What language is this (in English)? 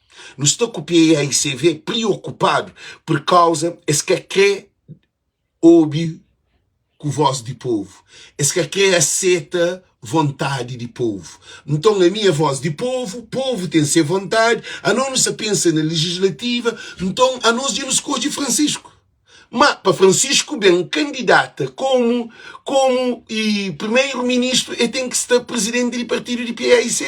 Kabuverdianu